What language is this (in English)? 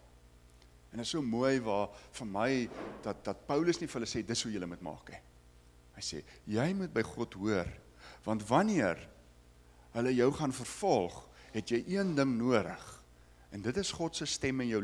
Afrikaans